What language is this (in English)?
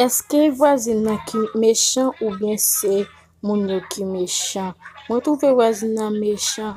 Haitian Creole